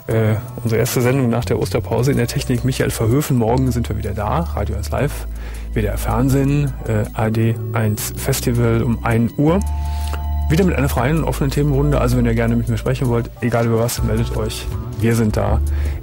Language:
German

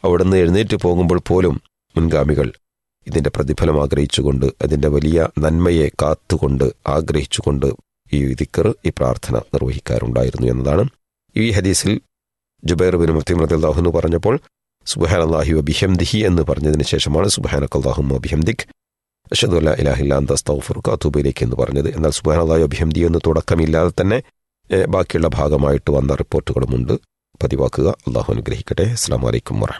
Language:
Malayalam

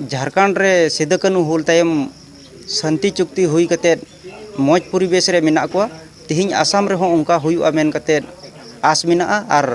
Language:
Santali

